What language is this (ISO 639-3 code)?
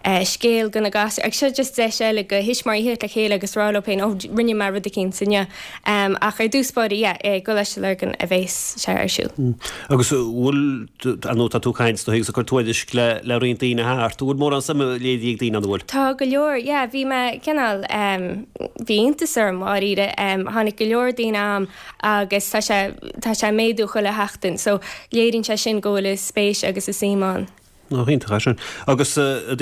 gle